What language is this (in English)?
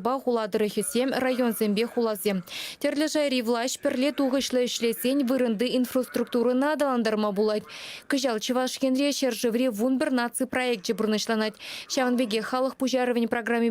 Chuvash